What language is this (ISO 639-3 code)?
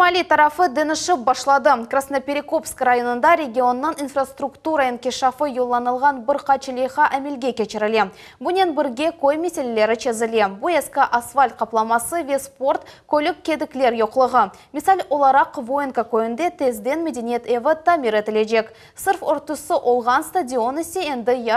crh